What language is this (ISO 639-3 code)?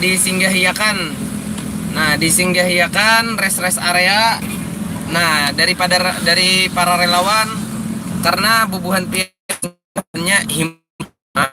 bjn